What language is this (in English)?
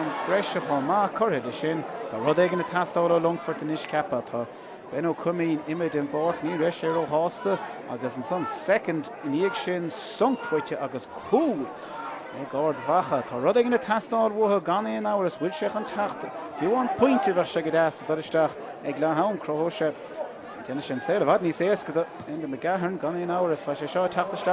Irish